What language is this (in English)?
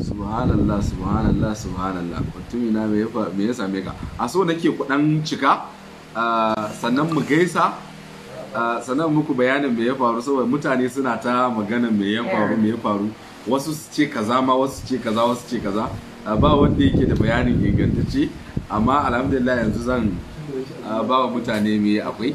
Hausa